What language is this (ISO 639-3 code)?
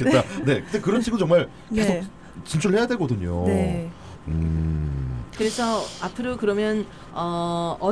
kor